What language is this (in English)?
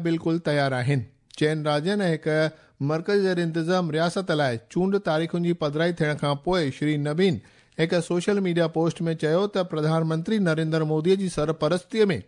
Sindhi